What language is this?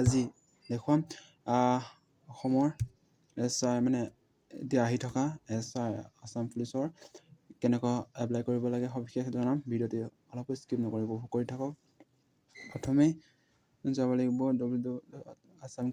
Assamese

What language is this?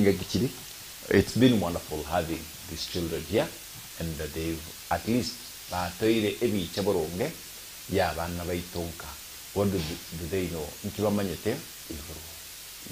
Gusii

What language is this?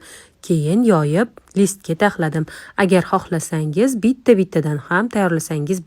Uzbek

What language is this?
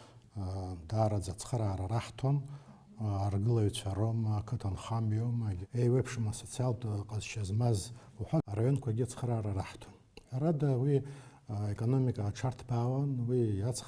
Abkhazian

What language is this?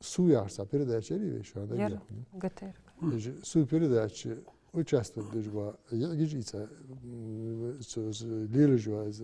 Ingush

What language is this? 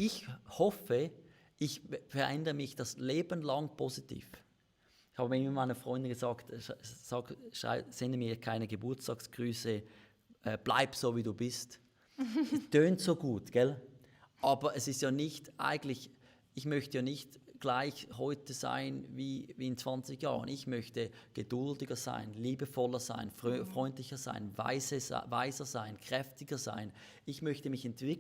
Swiss German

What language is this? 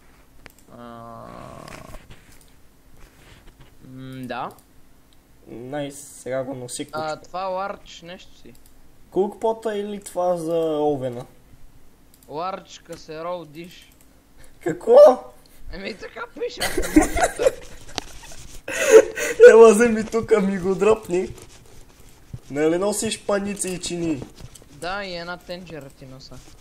Bulgarian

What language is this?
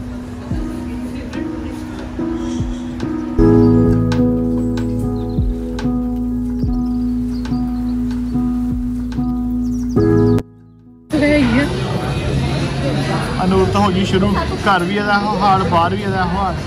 Punjabi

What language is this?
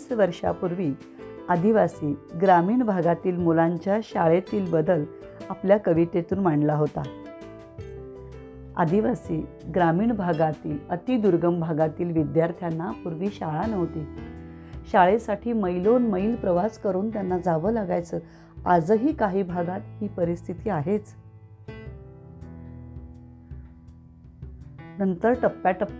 Marathi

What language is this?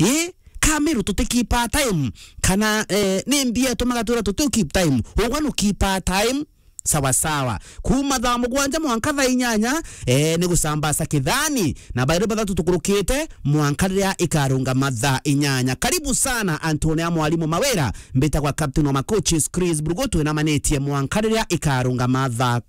Meru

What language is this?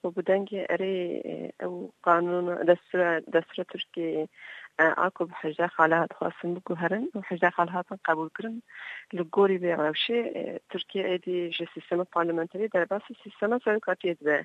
Kurdish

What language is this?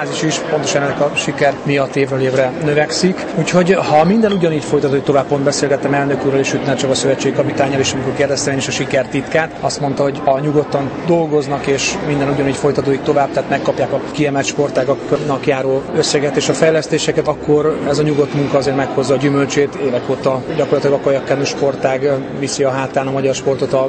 Hungarian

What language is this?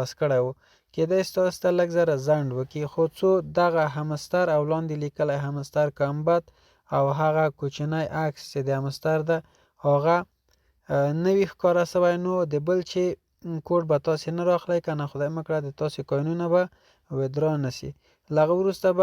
Pashto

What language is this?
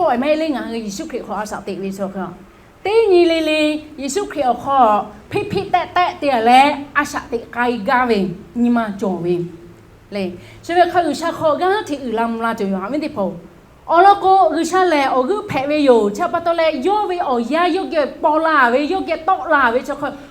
Lahu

